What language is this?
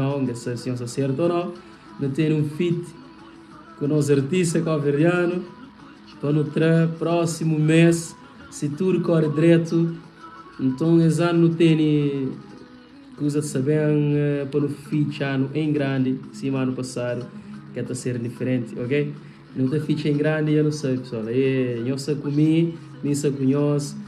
Kabuverdianu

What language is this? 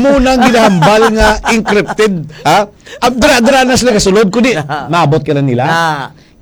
Hiligaynon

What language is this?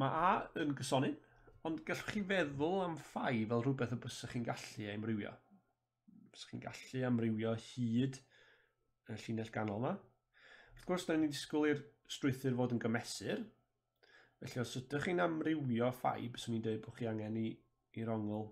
Welsh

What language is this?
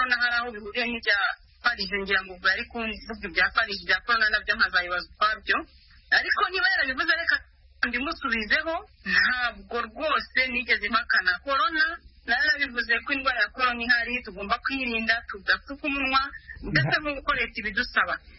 Kinyarwanda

